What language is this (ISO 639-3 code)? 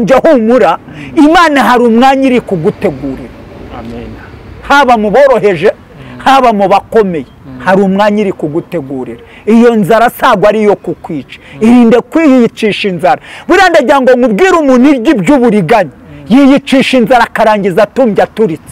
kin